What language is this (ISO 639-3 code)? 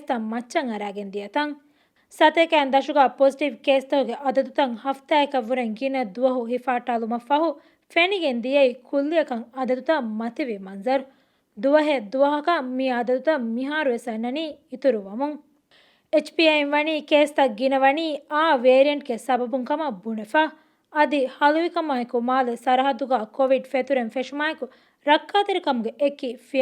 div